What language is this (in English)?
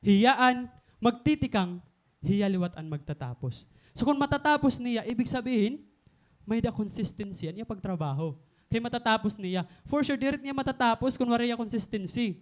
Waray